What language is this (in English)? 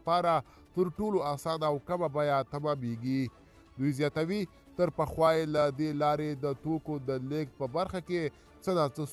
Pashto